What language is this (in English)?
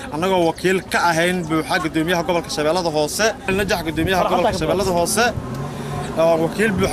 Somali